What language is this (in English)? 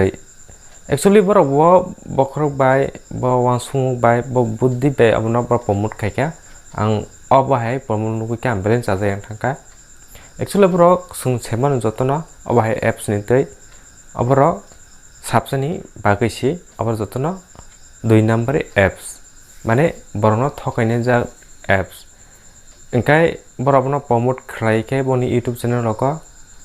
Kok Borok